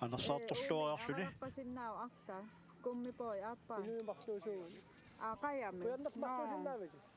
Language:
Kalaallisut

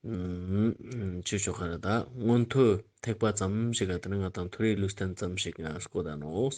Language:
Ladakhi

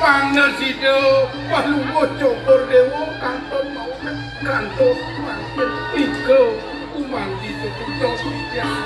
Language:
Balinese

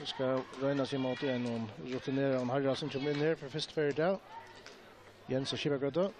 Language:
Faroese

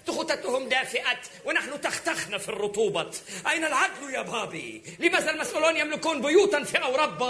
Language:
Arabic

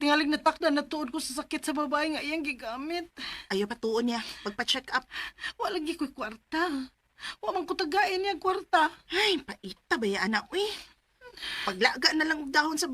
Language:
Cebuano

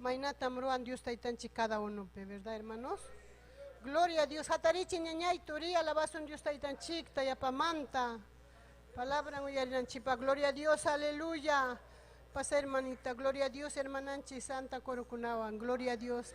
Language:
Ayacucho Quechua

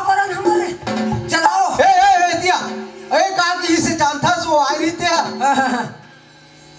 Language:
Chhattisgarhi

